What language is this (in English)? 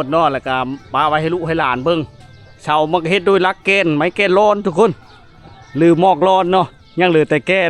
Lao